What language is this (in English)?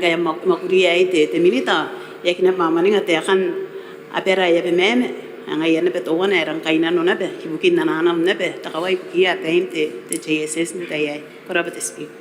Gilbertese